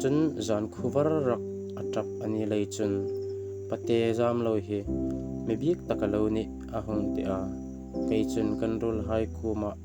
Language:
Hmar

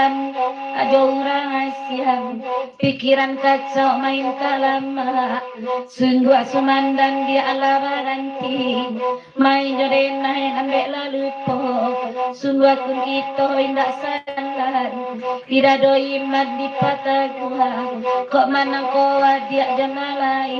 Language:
Minangkabau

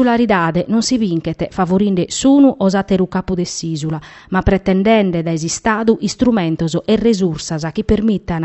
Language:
Sardinian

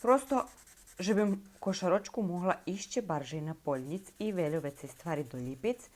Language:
Rusyn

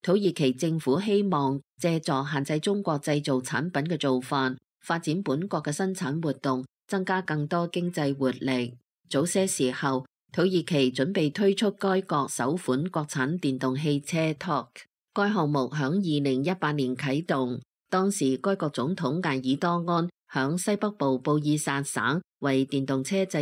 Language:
Cantonese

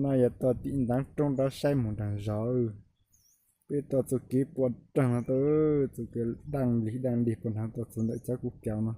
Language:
Hmong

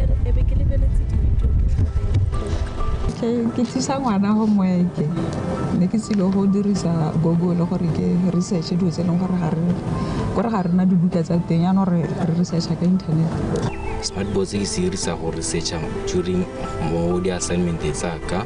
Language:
Tswana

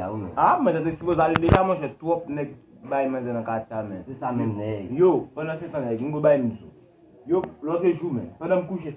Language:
Haitian Creole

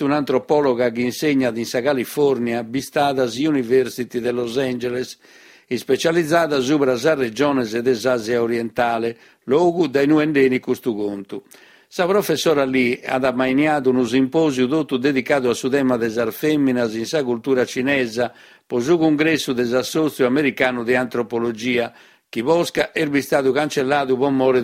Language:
Sardinian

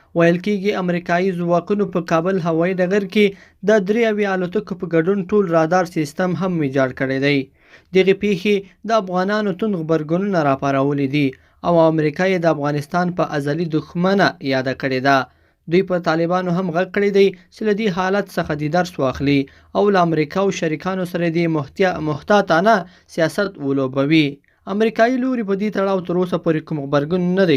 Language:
Pashto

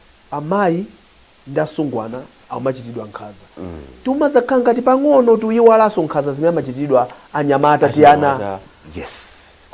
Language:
Nyanja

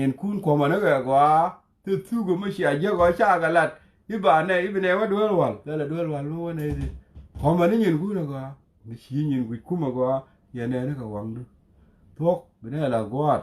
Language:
Nuer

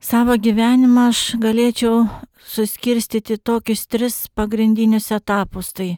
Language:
Lithuanian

